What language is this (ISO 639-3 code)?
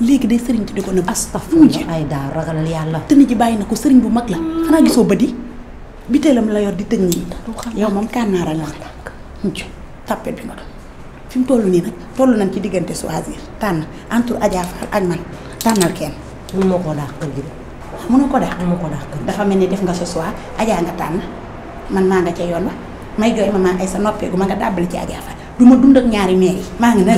wol